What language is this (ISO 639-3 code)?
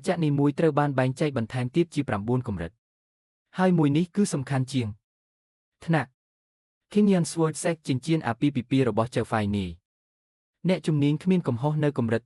khm